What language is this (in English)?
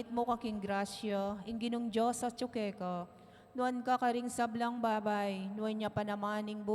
Pampanga